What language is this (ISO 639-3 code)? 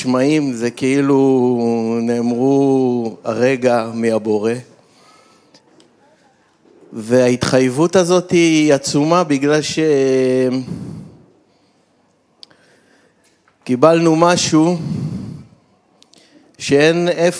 heb